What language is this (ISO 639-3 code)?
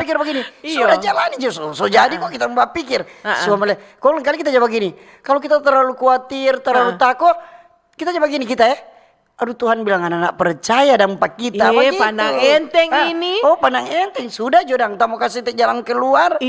xmm